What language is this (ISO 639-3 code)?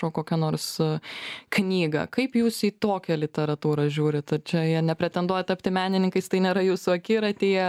lit